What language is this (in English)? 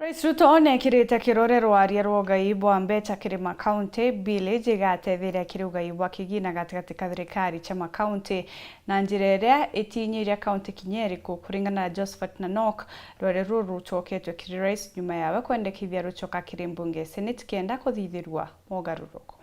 Meru